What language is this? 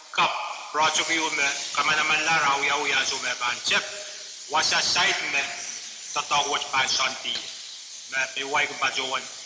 Pohnpeian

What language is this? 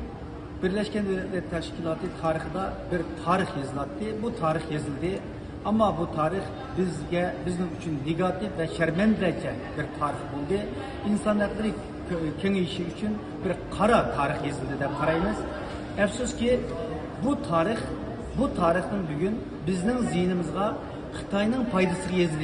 Uyghur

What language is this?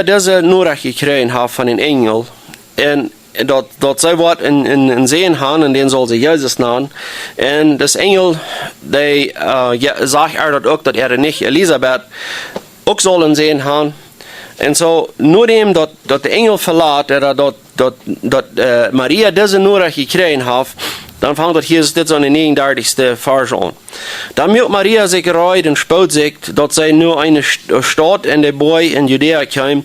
Plautdietsch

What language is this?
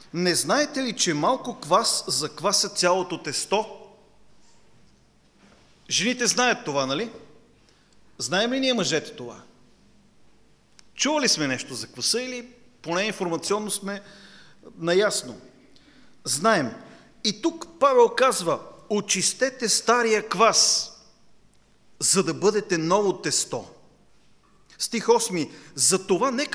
Bulgarian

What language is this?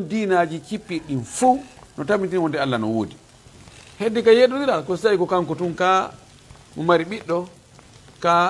Fula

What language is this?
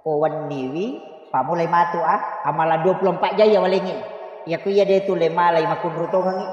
Buginese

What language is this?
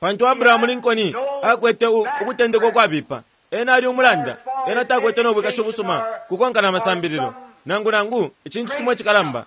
Bemba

